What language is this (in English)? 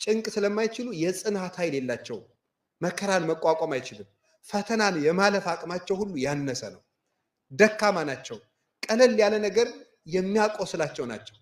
Amharic